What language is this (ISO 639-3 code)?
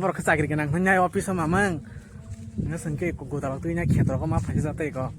trp